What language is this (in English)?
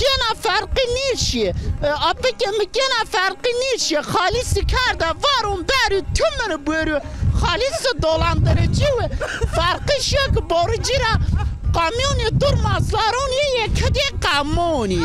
Zaza